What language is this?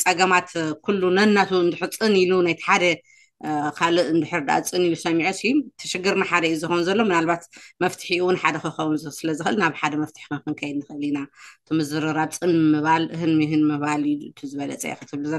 Tigrinya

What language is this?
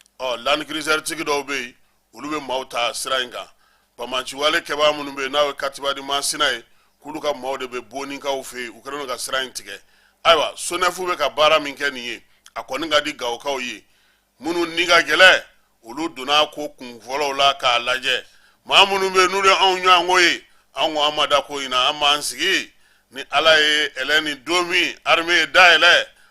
Bambara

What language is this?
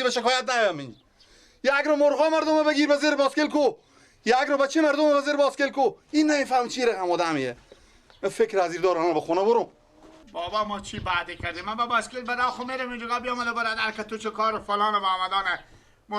Persian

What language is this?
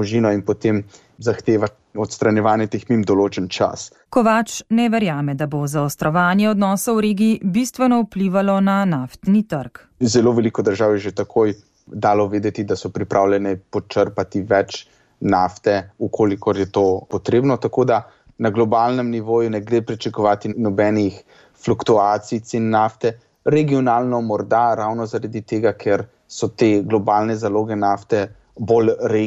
Slovenian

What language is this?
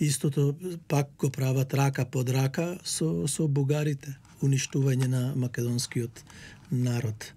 Macedonian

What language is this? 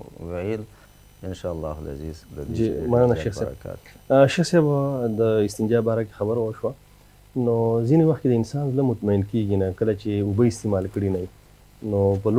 Pashto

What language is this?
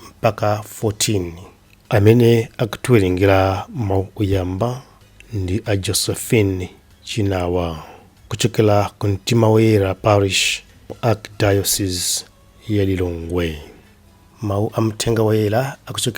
Nyanja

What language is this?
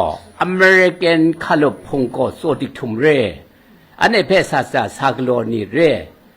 Kachin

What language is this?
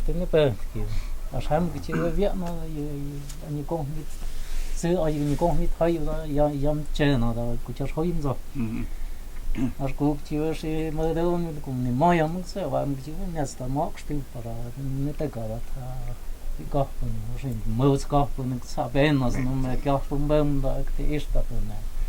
Totontepec Mixe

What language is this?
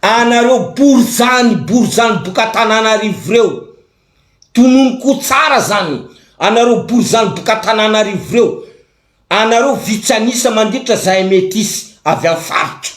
Malagasy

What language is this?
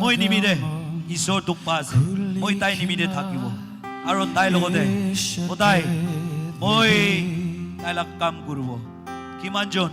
Naga Pidgin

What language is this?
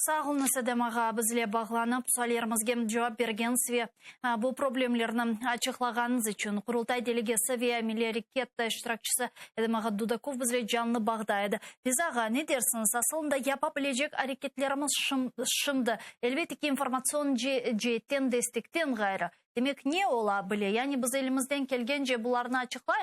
Crimean Tatar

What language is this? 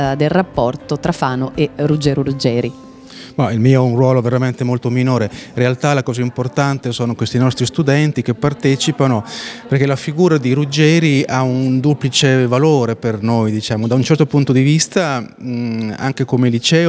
Italian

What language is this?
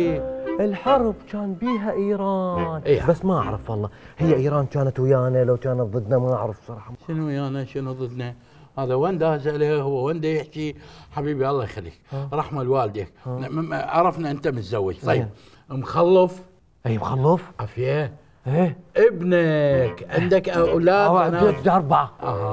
Mesopotamian Arabic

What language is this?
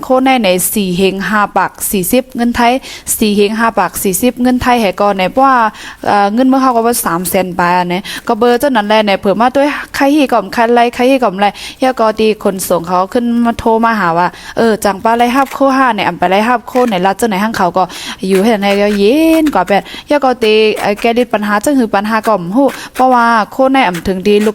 Shan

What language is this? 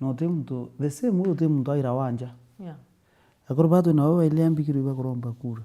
Meru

